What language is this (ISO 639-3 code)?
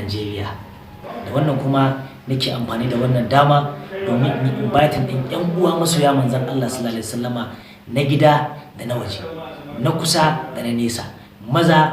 hau